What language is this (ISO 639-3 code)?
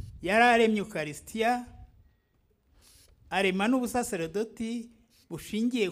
kin